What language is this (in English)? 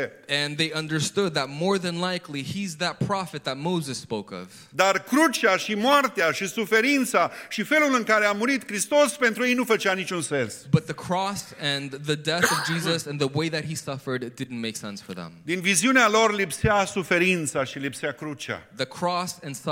Romanian